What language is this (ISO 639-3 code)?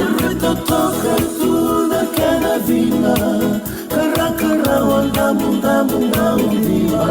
fij